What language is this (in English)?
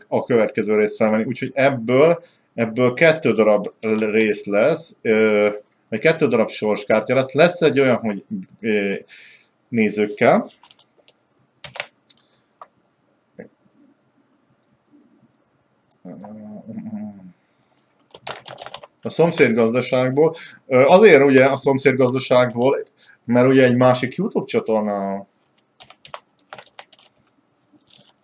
Hungarian